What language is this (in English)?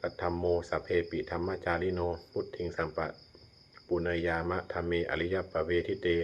Pali